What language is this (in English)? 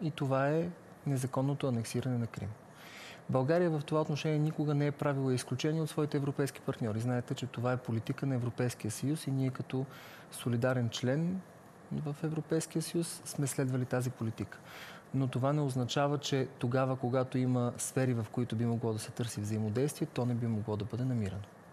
Bulgarian